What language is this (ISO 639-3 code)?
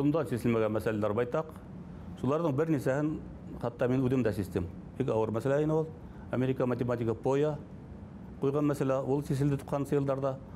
bak